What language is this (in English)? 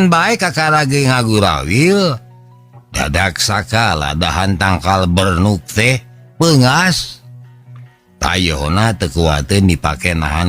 Sundanese